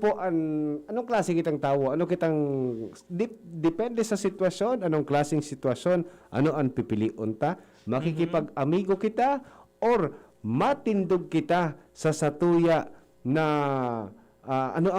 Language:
Bikol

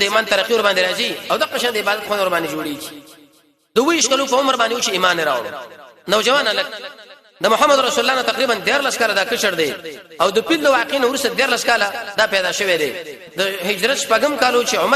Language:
Pashto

